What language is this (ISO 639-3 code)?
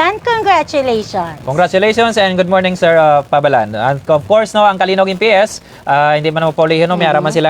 hil